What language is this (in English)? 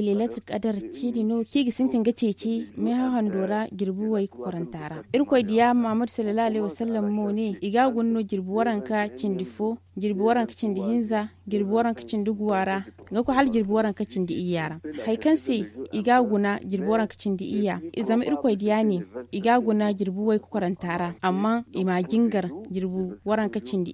Zarma